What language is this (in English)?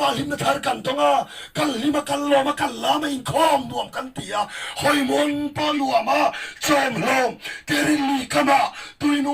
Mizo